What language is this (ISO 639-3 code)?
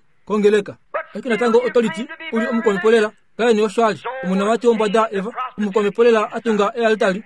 kua